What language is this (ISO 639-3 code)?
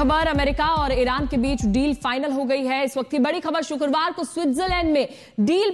hin